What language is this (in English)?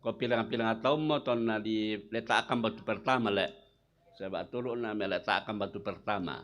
Toraja-Sa'dan